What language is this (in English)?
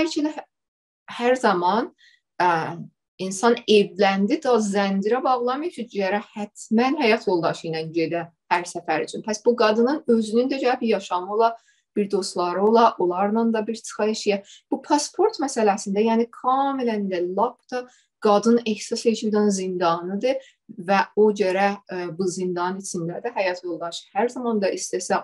South Azerbaijani